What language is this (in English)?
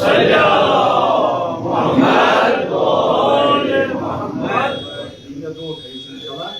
Kashmiri